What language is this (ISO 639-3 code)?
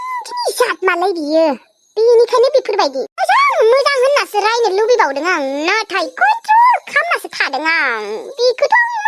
brx